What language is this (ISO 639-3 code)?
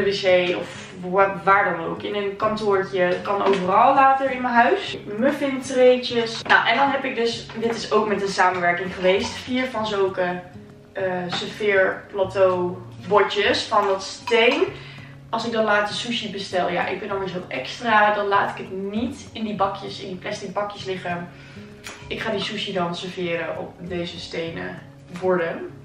nld